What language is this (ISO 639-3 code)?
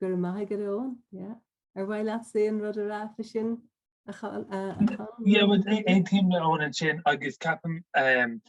gle